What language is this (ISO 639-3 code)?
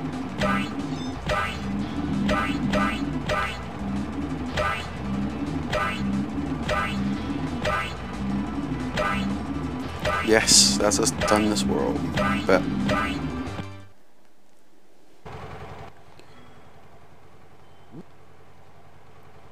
eng